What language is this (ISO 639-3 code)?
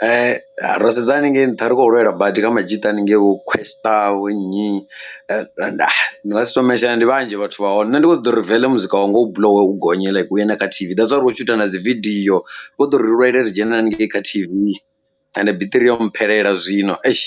ven